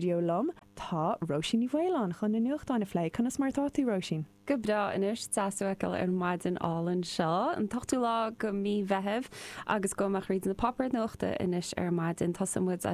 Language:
Irish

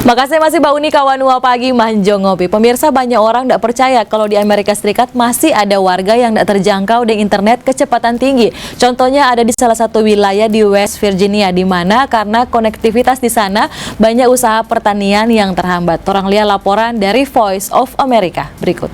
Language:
Manado Malay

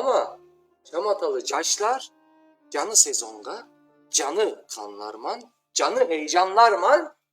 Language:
Crimean Tatar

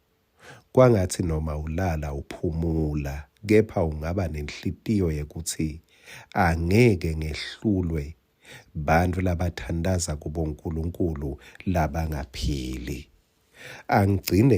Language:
Swati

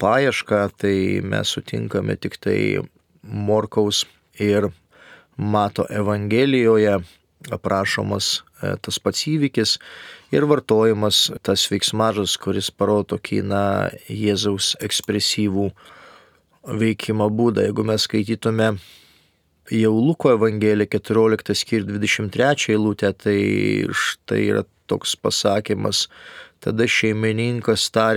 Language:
Lithuanian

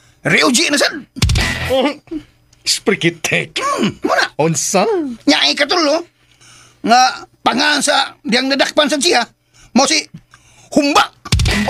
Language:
Cebuano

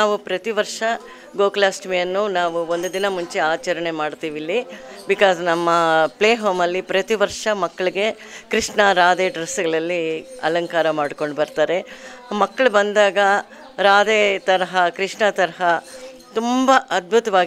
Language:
Kannada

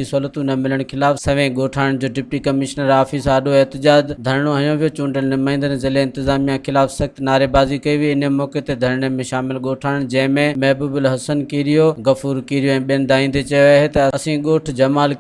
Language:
Sindhi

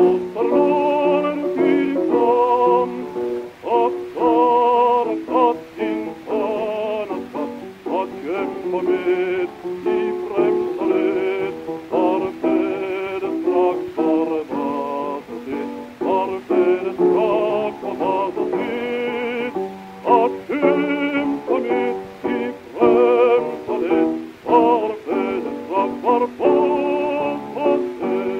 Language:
Swedish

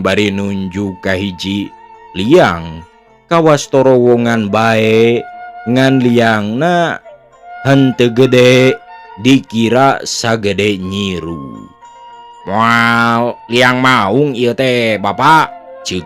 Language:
Sundanese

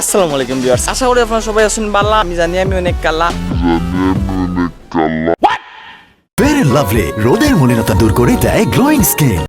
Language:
Sylheti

